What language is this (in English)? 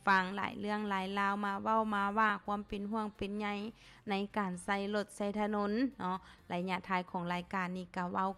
Lao